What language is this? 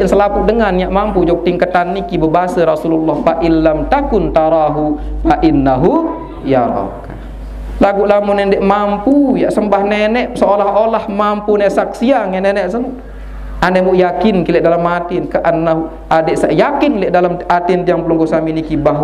Sasak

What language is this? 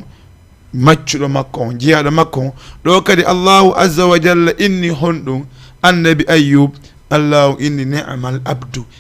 Fula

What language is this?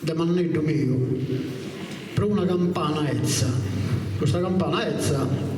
Sardinian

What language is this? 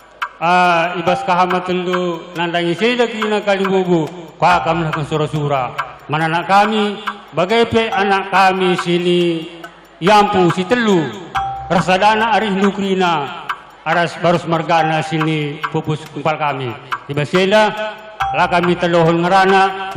Batak Karo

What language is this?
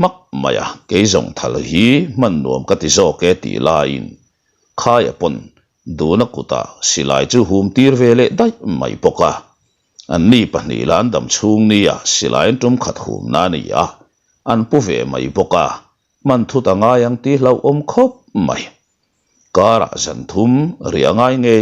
Mizo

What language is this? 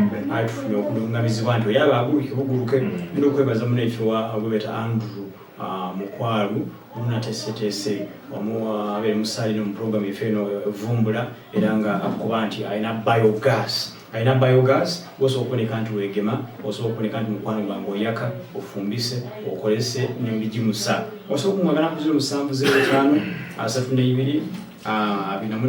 Soga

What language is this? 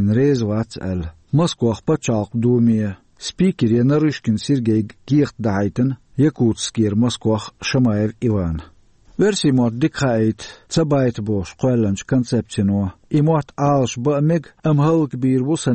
Chechen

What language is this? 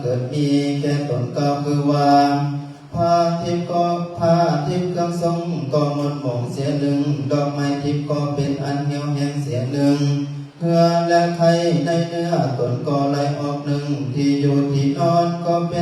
Lao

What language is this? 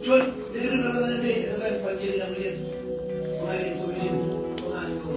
Marshallese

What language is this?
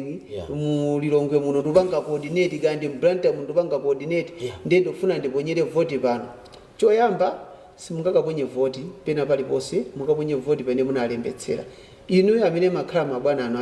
Nyanja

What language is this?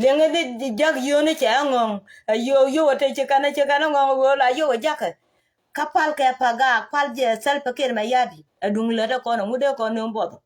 Nuer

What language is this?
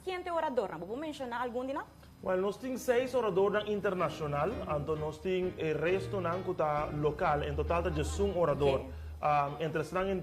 Papiamento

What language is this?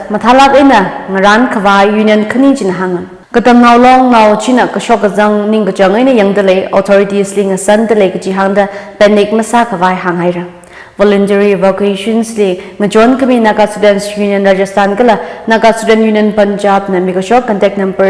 Tangkhul Naga (India)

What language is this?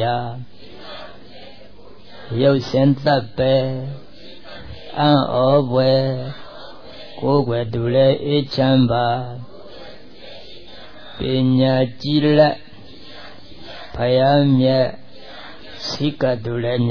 Burmese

